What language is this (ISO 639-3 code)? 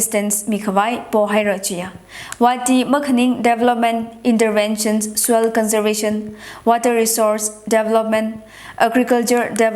nmf